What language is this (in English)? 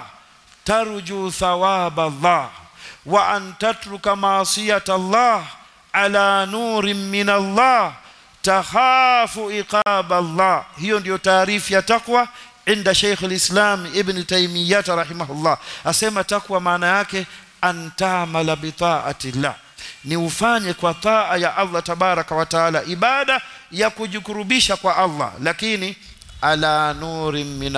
Swahili